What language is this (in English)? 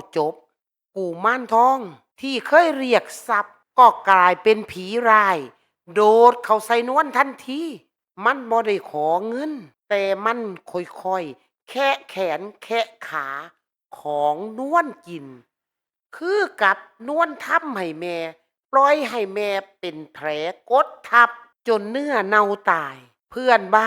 Northeastern Thai